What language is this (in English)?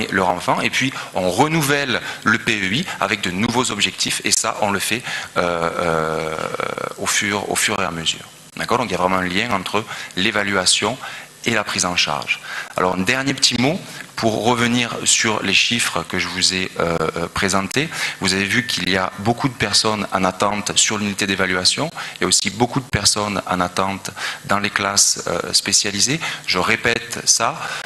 French